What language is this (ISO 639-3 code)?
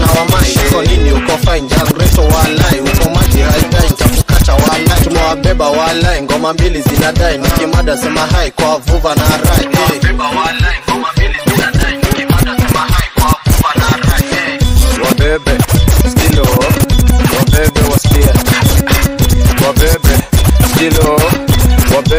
swa